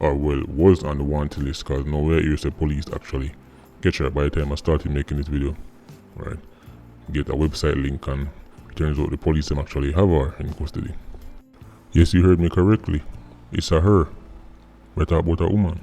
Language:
Jamaican Creole English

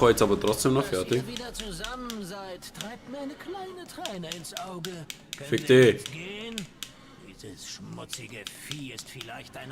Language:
Swiss German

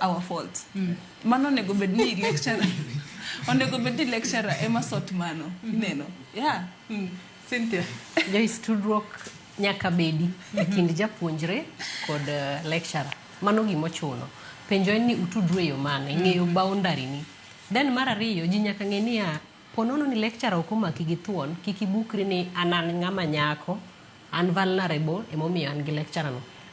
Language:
Luo (Kenya and Tanzania)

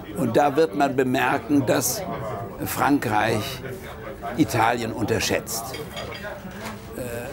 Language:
German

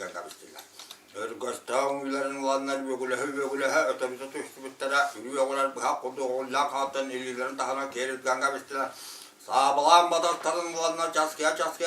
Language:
Yakut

